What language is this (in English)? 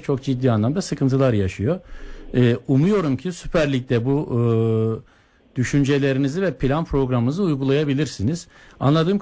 Turkish